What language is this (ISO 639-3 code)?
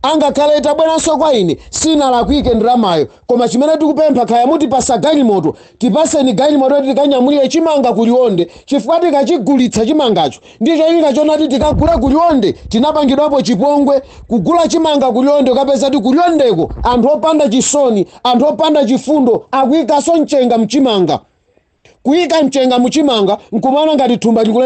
nya